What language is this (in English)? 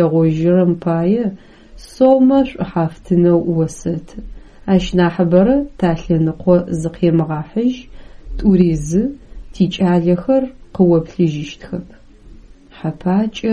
Adyghe